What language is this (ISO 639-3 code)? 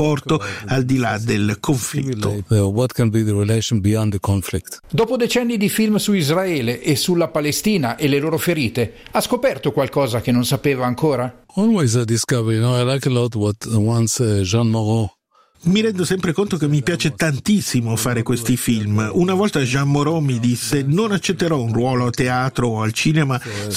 ita